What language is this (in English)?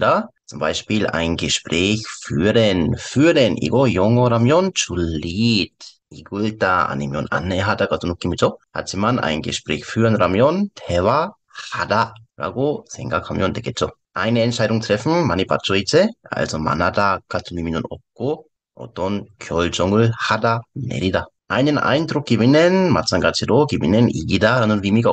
Korean